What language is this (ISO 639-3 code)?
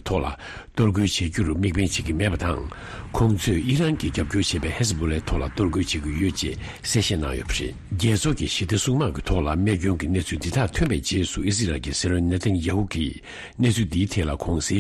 bod